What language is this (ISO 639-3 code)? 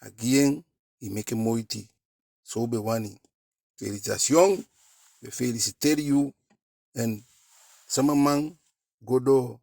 djk